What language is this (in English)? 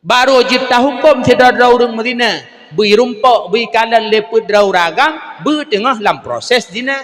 Achinese